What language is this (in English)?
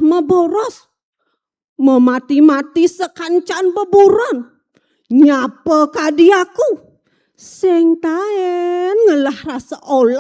Balinese